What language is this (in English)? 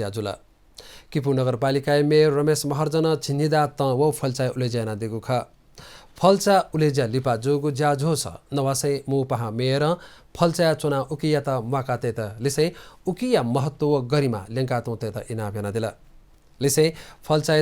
Newari